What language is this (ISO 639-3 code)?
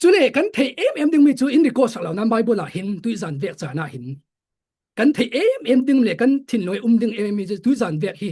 cfm